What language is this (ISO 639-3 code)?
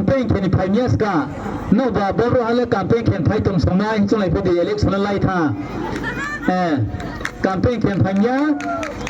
ria